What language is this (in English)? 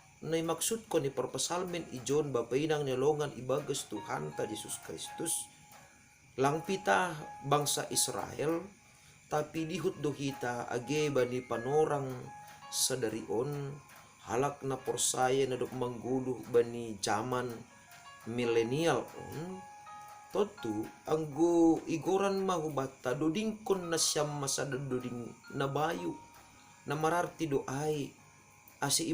Batak Simalungun